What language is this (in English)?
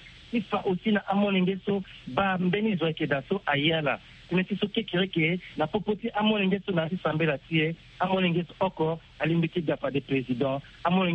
Sango